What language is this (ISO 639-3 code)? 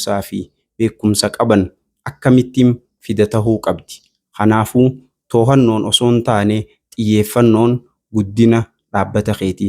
orm